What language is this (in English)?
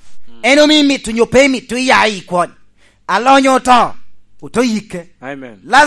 Lango (Uganda)